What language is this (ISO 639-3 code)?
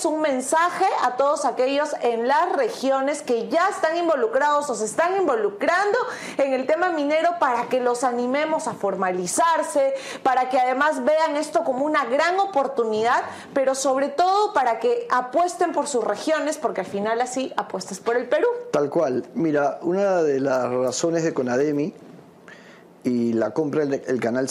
spa